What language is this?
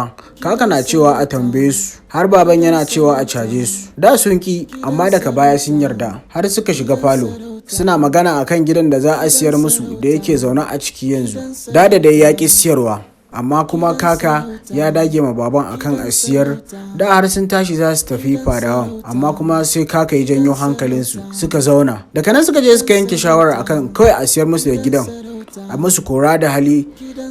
Hausa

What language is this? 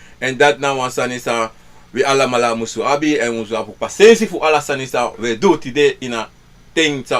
Sranan Tongo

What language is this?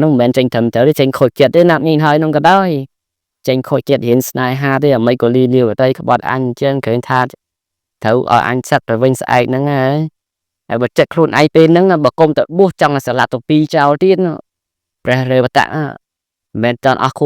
Khmer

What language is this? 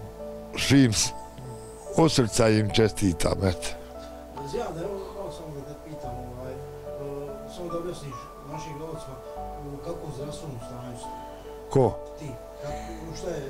Bosnian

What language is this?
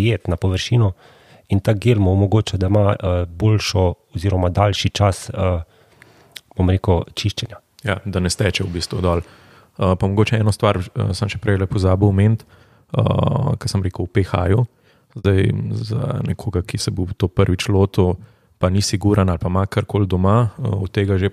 Slovenian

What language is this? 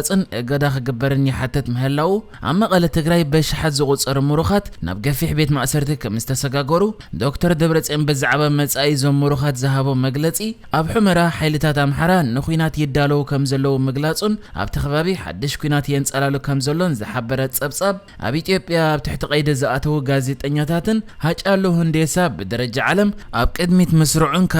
Tigrinya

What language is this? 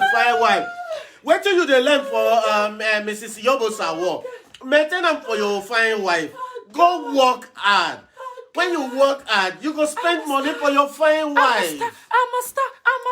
Nigerian Pidgin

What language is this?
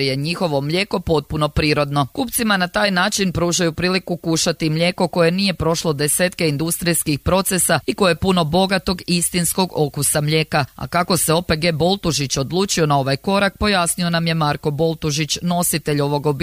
Croatian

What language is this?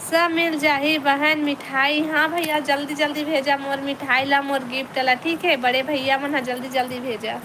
Chhattisgarhi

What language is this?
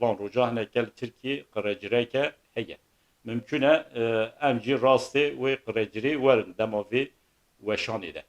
Kurdish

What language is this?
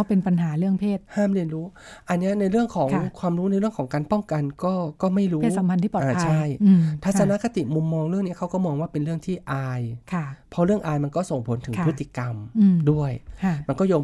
Thai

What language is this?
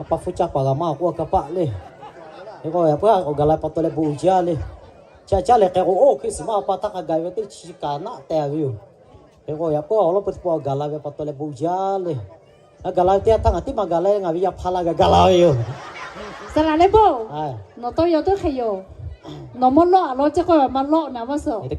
Lahu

